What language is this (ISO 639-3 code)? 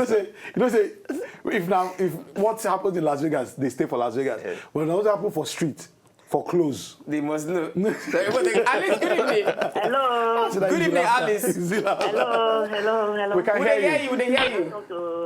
pcm